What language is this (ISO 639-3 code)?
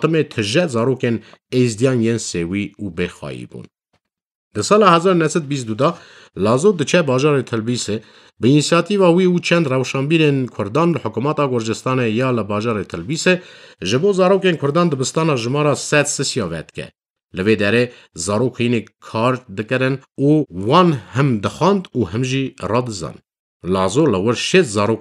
kur